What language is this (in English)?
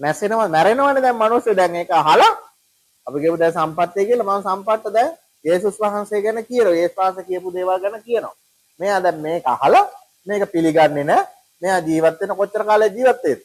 Sinhala